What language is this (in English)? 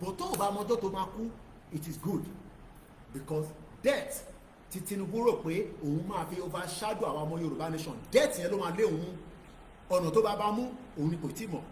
Yoruba